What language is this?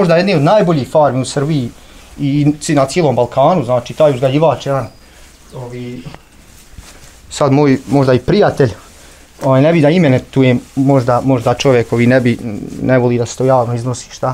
Bosnian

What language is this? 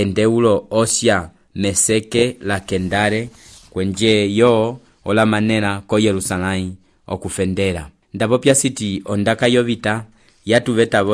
Umbundu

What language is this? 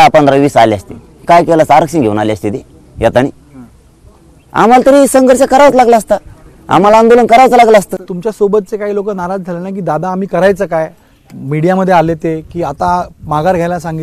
Marathi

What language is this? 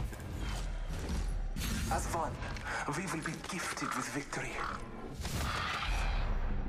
English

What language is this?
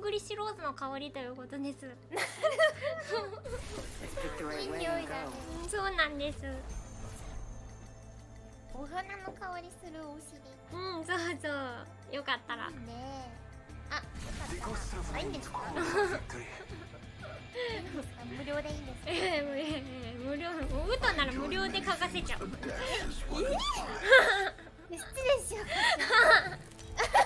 Japanese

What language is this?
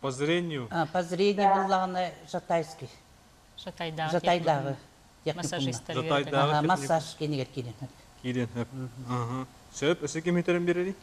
Yakut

